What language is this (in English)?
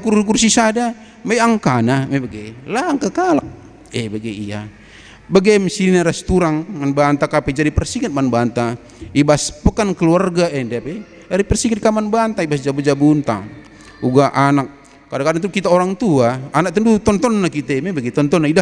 Batak Karo